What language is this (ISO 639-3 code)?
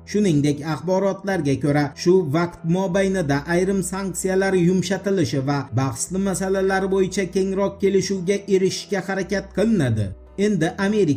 uzb